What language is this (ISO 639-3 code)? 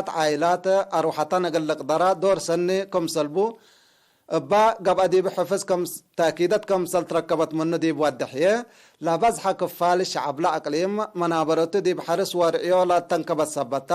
tig